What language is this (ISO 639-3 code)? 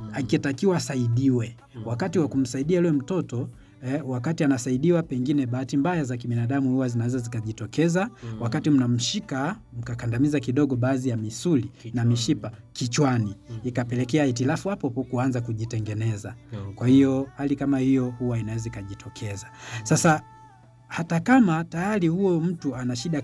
swa